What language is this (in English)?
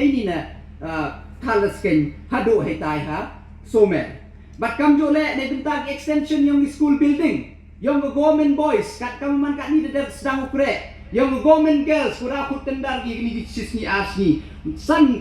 Pnar